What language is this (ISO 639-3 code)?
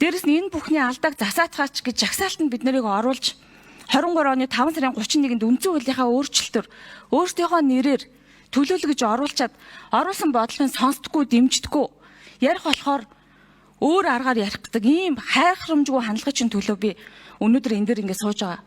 mon